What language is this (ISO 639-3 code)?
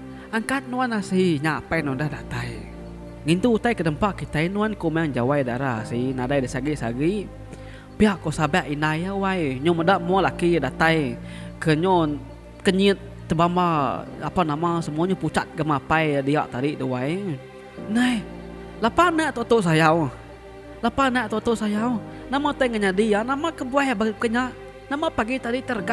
iba